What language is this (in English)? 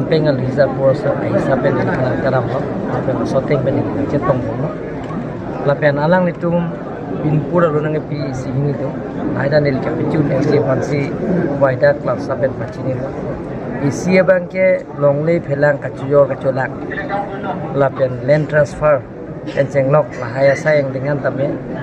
Karbi